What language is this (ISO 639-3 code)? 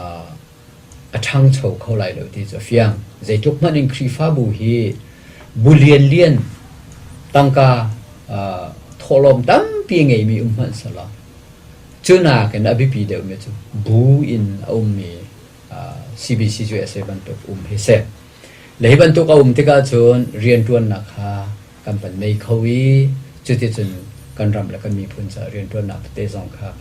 cnh